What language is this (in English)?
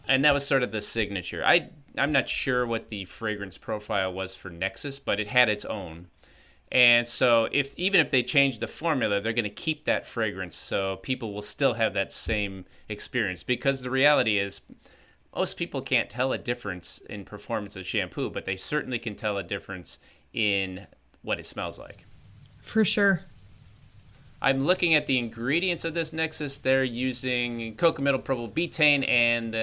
English